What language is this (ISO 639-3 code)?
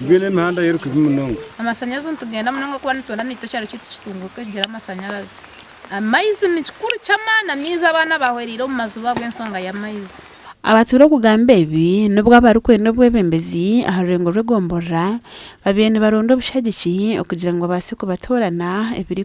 nyn